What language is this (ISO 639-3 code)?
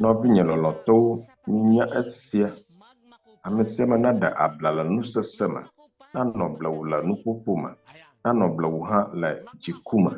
ewe